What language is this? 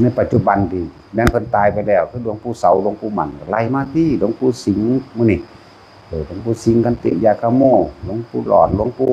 Northeastern Thai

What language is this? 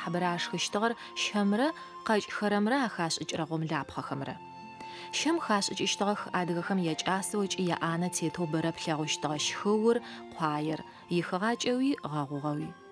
Adyghe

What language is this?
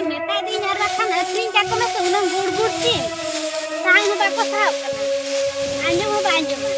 Santali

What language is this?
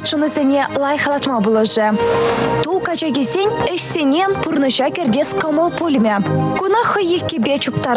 Chuvash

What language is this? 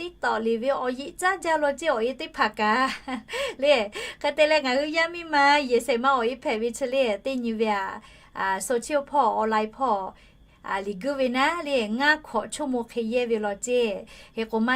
Lahu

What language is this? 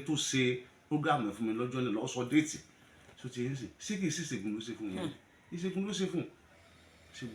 Yoruba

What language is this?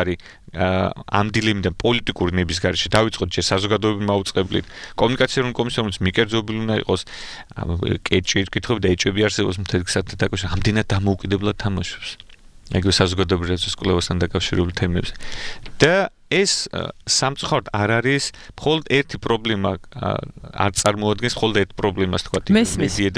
Georgian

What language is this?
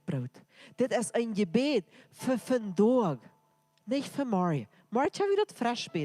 Plautdietsch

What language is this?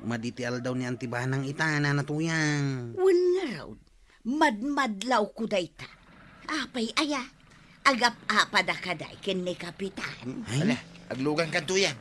Iloko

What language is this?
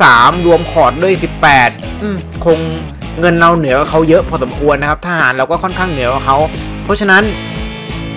Thai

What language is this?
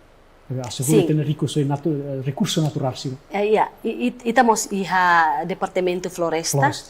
Tetum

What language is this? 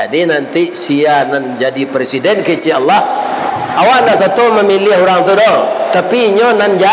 Minangkabau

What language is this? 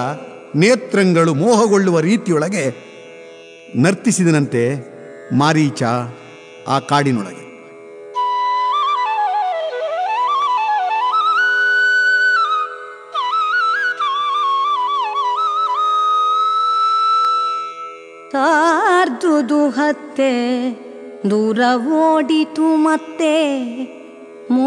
Kannada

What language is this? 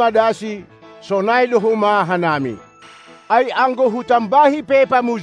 Batak Simalungun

